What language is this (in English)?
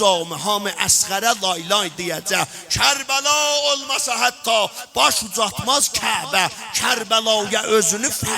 South Azerbaijani